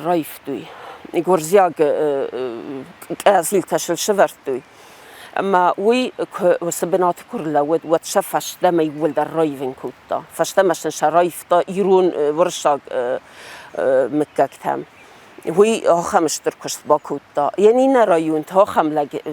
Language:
Ossetic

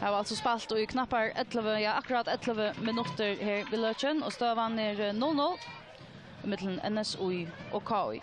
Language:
Faroese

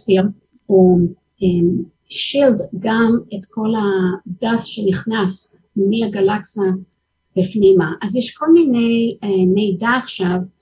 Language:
Hebrew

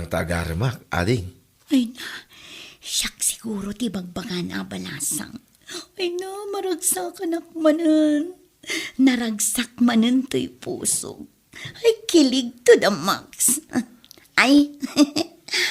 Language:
Iloko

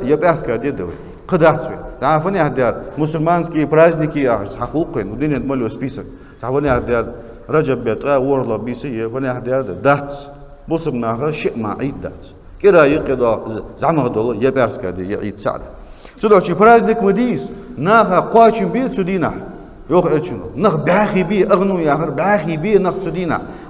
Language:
Ingush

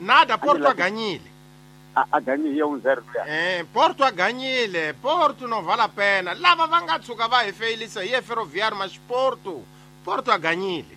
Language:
Tsonga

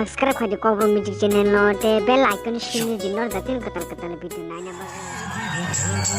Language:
Kok Borok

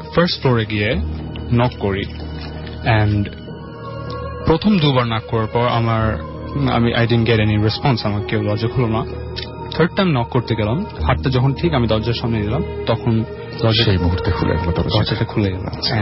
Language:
Bangla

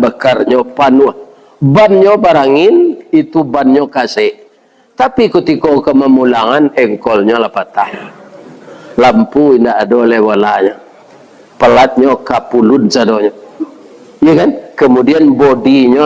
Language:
Minangkabau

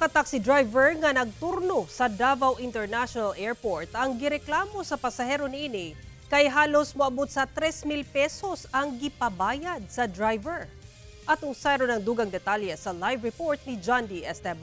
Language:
Cebuano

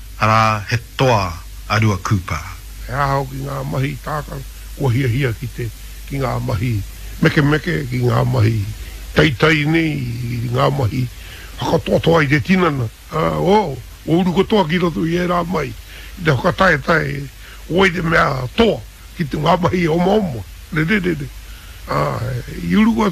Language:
Māori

